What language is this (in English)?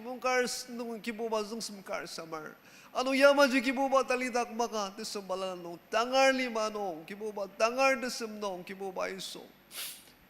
Ao Naga